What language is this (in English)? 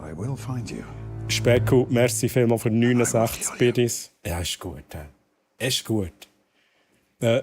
Swiss German